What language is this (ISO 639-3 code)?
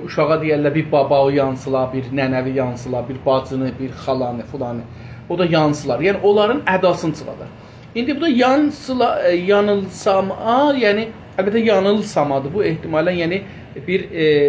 azb